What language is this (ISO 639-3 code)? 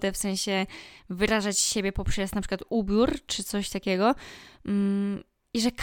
pol